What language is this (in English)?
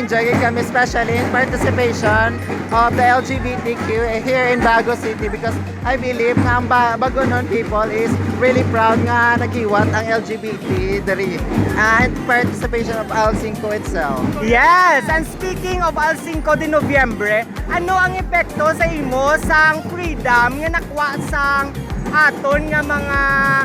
Hiligaynon